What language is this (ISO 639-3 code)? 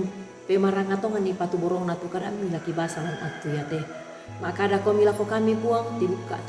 sda